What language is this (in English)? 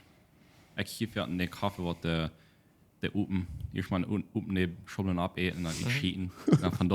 Plautdietsch